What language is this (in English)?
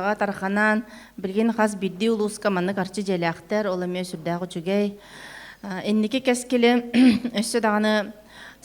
Yakut